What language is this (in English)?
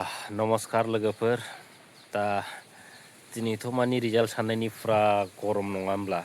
Bodo